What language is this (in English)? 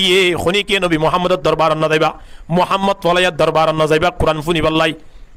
Rohingya